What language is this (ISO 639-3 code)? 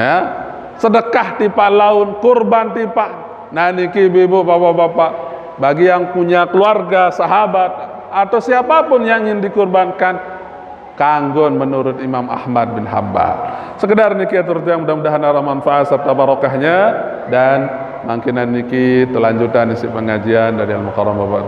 sas